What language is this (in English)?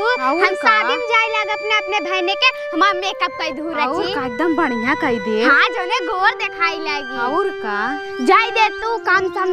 Awadhi